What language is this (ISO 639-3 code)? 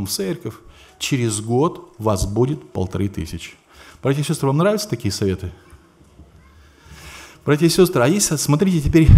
rus